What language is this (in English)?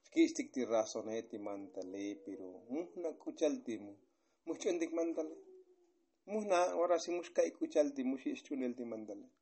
Tzotzil